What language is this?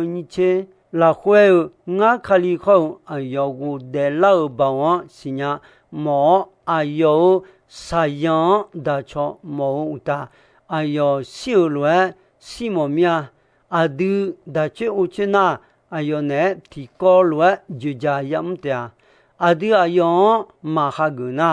Akha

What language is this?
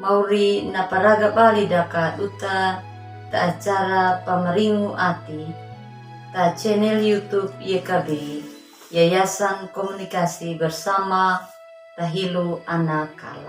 Anakalangu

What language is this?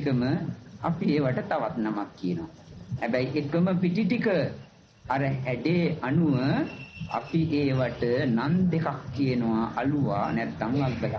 Sinhala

